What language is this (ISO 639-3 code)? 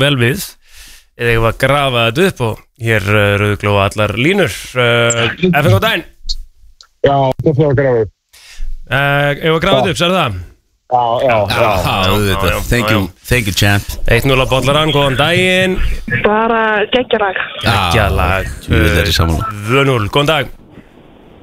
isl